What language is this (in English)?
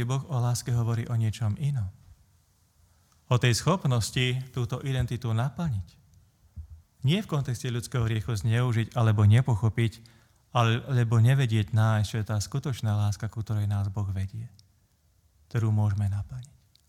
Slovak